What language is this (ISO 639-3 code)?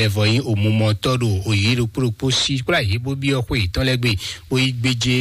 fon